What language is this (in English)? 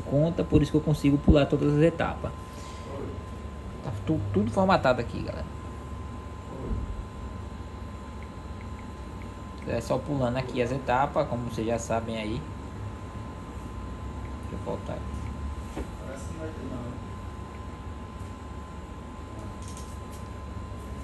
Portuguese